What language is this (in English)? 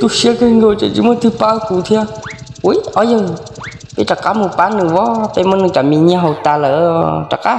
Hmong